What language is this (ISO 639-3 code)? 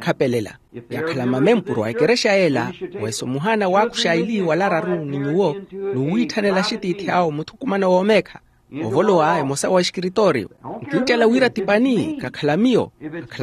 vmw